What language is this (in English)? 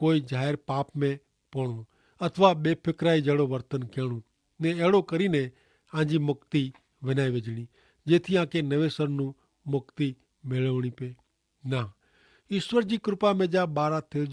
Kachhi